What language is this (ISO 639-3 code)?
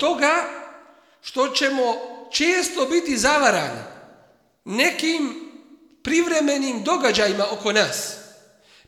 bos